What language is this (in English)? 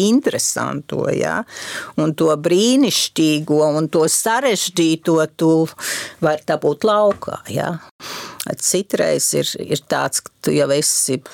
Latvian